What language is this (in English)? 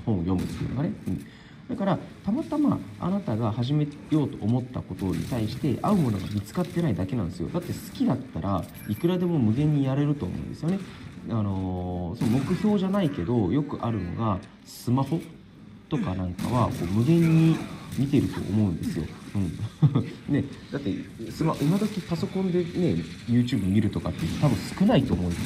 Japanese